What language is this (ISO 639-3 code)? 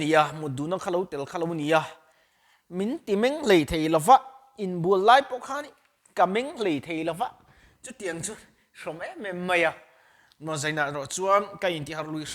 lus